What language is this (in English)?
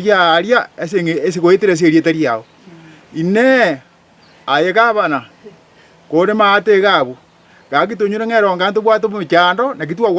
Gusii